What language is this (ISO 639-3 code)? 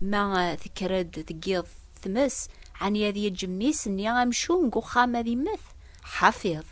kab